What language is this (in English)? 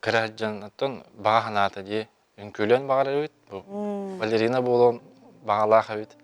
Yakut